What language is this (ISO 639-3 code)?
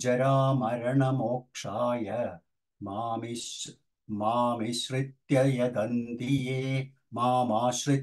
san